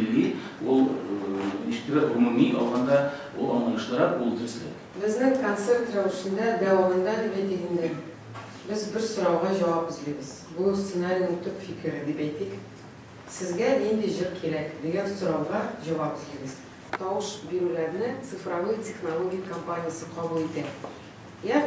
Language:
Tatar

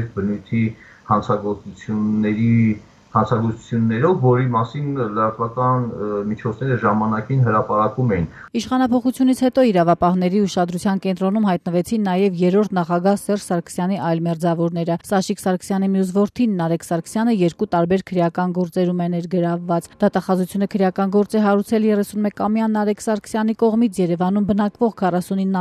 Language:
Armenian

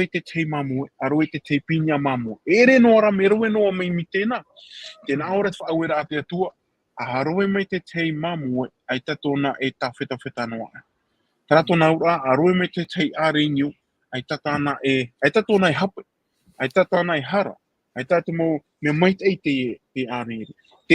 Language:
Tahitian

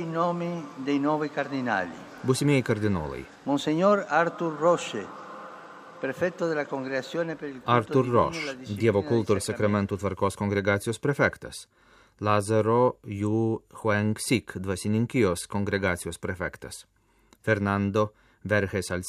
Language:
Lithuanian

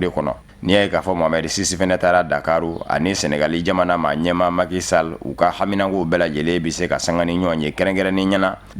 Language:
Bambara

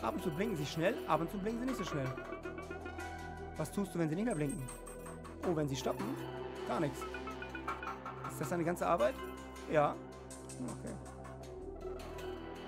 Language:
German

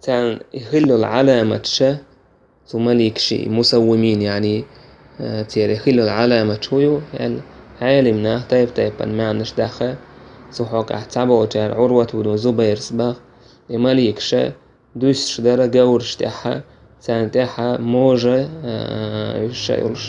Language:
Chechen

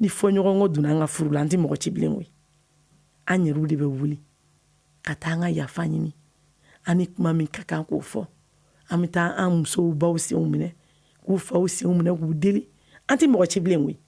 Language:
Bambara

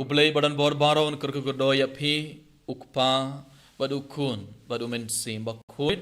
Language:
Khasi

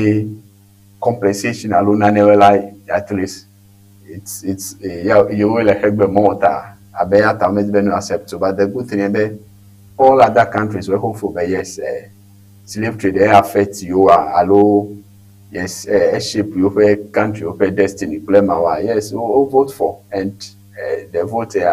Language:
Ewe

